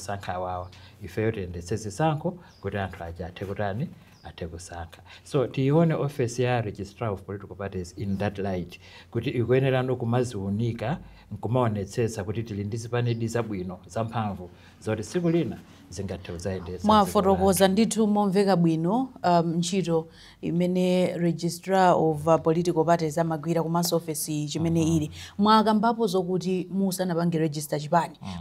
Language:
Nyanja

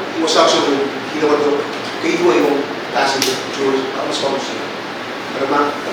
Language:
Pohnpeian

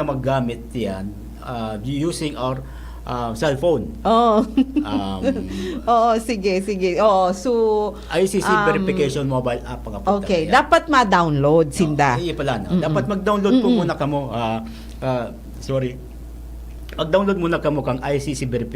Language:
Bikol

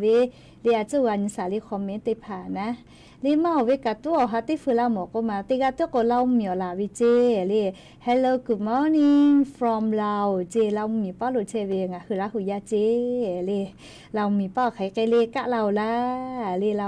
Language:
Lahu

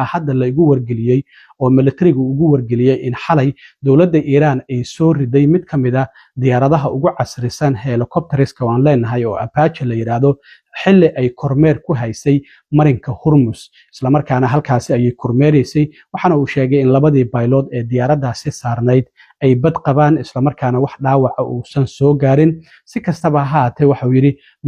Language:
Somali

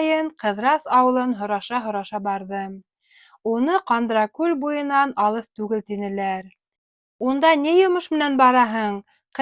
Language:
Bashkir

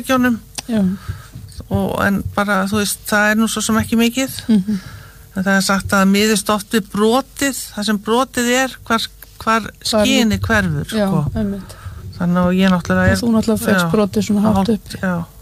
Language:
Icelandic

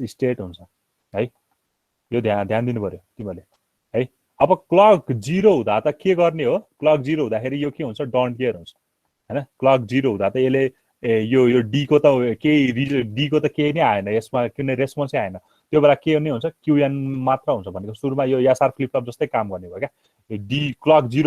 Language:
Nepali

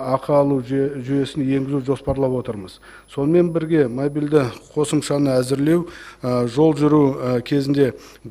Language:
Kazakh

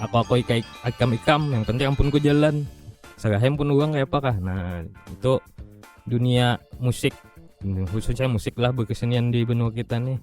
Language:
Banjar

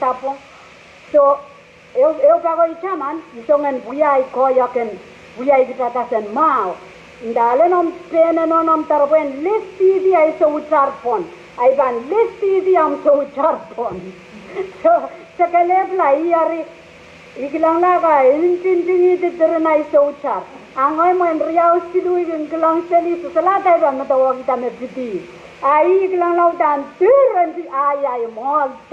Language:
Pohnpeian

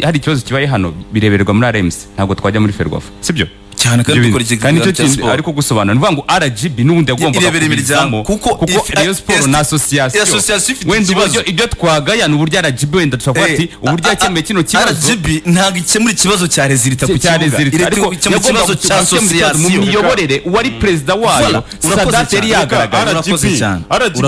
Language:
Kinyarwanda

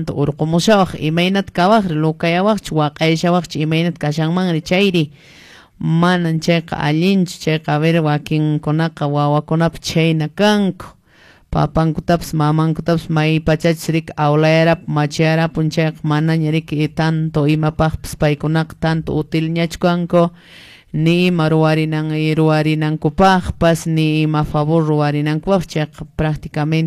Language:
Quechua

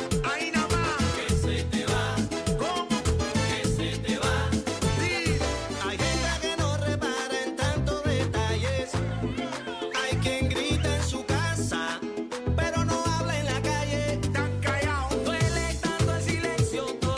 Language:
Spanish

